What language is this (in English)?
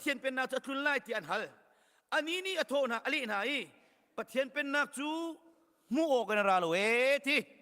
Hakha Chin